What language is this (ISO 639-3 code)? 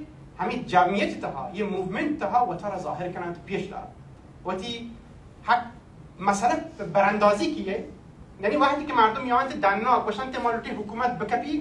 bal